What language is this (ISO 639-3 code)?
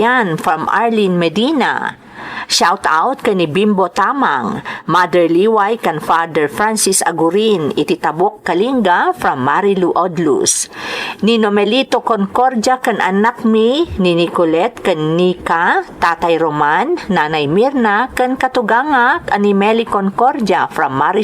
ilo